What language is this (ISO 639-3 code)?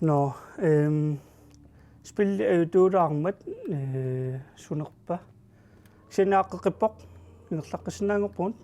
kal